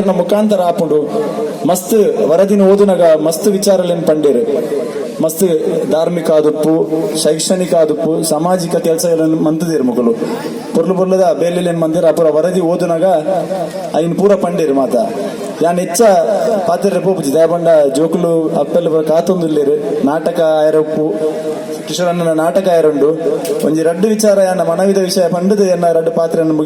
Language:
Tulu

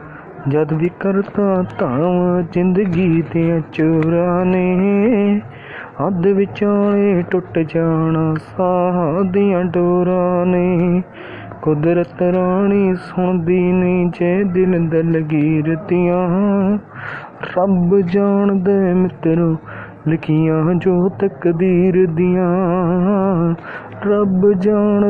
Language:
Punjabi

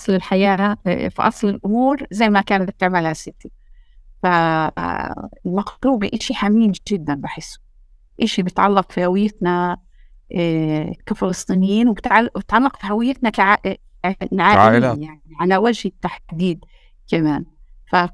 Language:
North Levantine Arabic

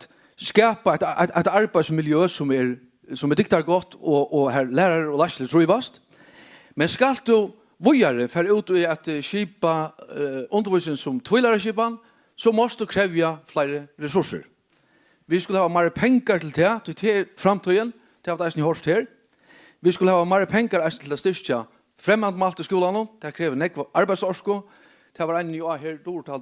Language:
Faroese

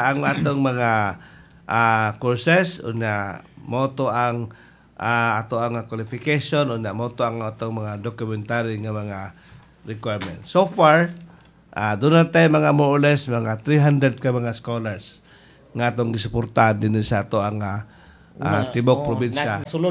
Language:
Cebuano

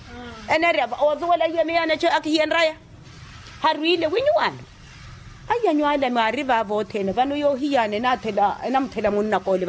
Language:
Makhuwa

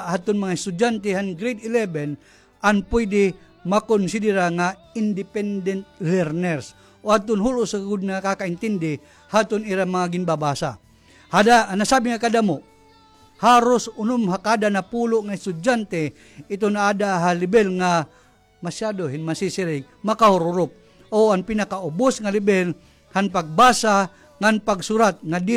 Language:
Waray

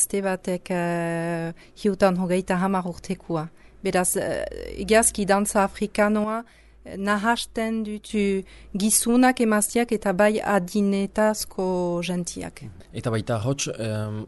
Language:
Basque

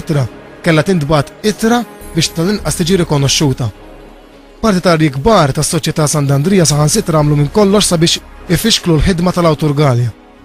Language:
Maltese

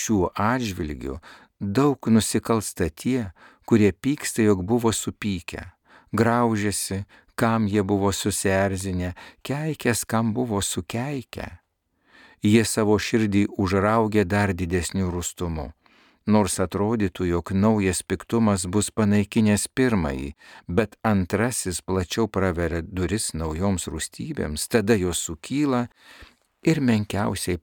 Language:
Lithuanian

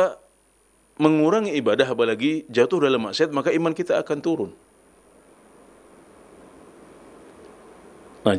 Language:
Indonesian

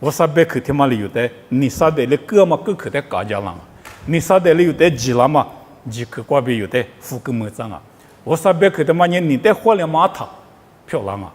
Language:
Lisu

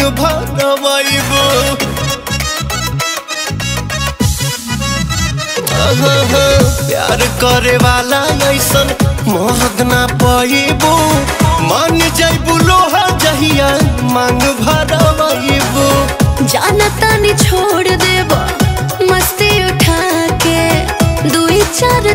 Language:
Bhojpuri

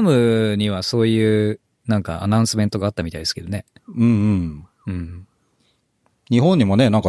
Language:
Japanese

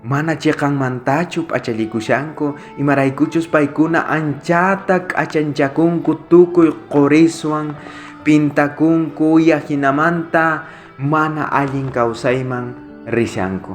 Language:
South Bolivian Quechua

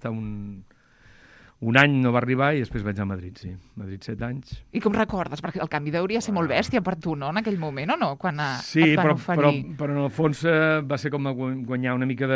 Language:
Catalan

